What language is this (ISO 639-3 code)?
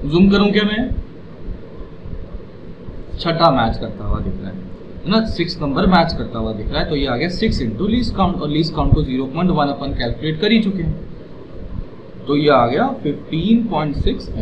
hin